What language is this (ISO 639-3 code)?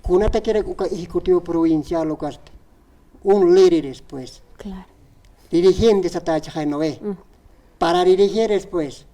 aym